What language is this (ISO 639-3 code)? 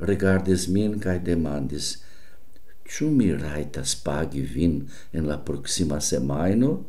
epo